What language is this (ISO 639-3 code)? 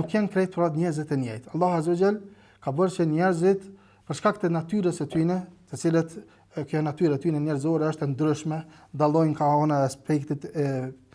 sqi